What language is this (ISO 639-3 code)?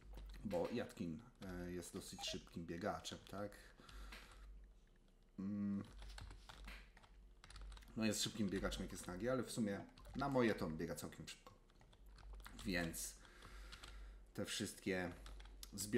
pol